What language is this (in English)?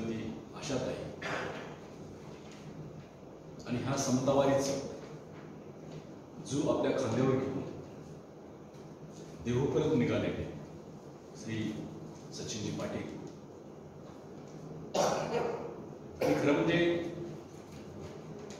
Marathi